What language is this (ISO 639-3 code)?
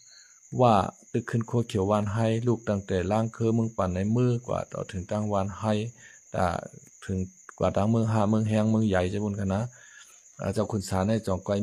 shn